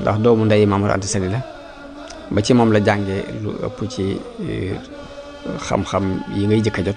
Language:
Wolof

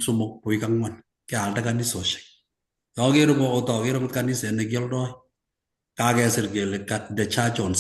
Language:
Kalenjin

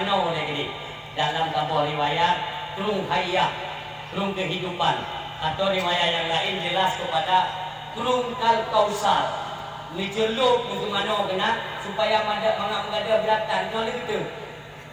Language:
Achinese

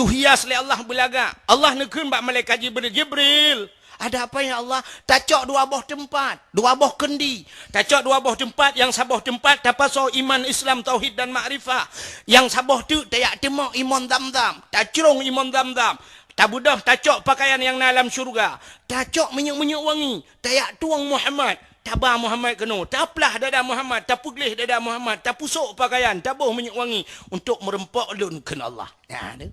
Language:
Achinese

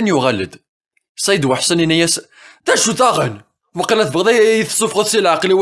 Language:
Kabyle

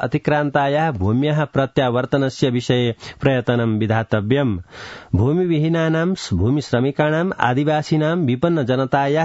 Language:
Sanskrit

